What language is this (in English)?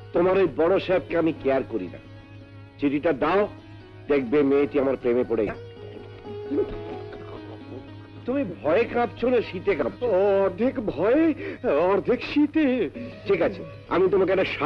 Bangla